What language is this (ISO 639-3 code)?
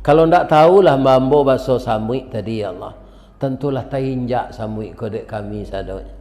min